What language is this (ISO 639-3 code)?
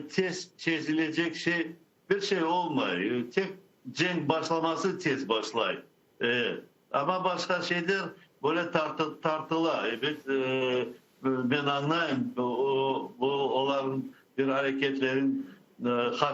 crh